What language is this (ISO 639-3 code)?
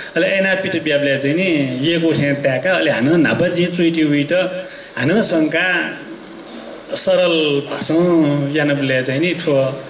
new